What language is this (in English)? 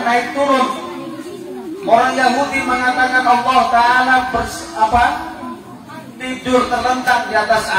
Indonesian